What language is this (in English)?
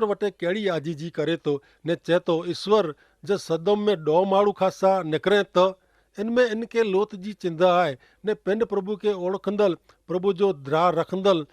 Kachhi